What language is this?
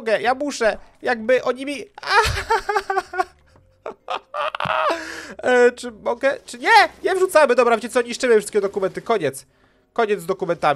Polish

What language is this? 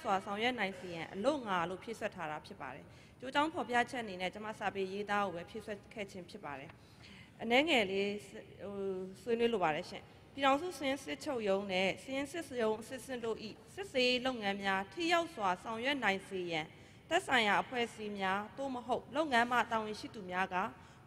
Burmese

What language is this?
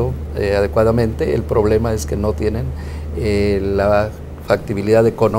Spanish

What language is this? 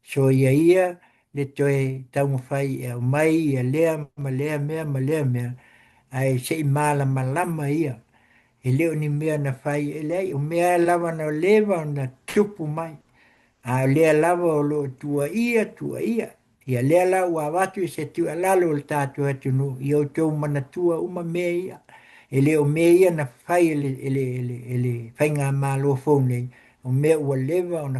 Samoan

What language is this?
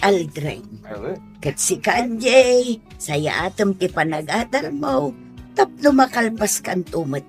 Iloko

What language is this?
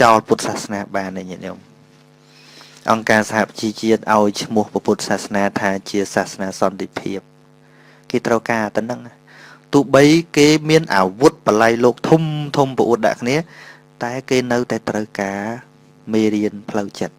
Khmer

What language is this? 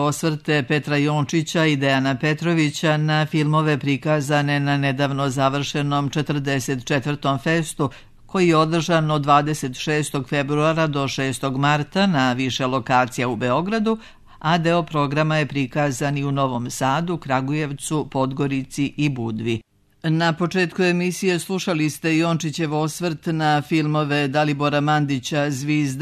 Serbian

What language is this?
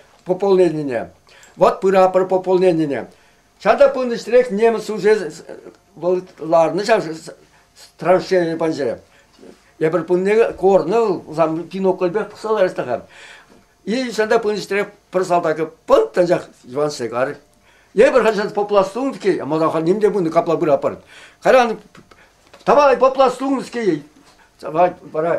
Chuvash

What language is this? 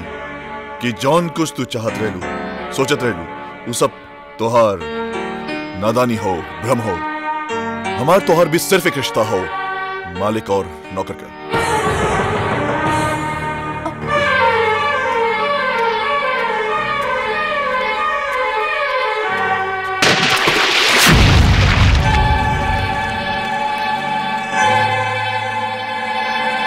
Bhojpuri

